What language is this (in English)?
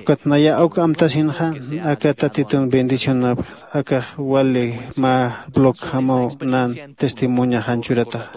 Aymara